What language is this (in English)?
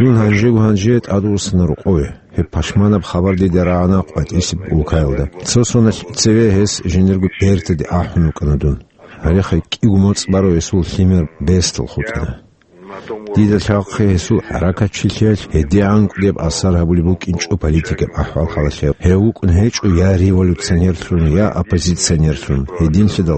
Avaric